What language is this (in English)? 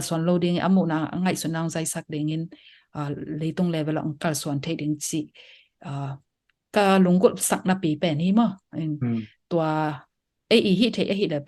Tedim Chin